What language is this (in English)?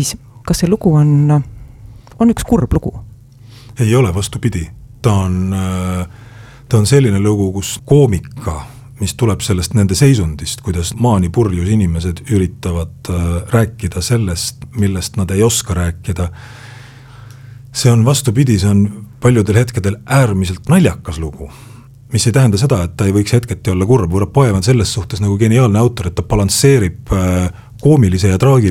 Estonian